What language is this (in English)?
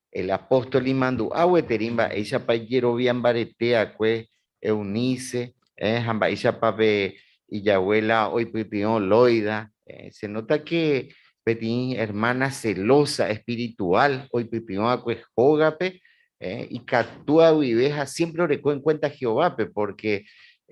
Guarani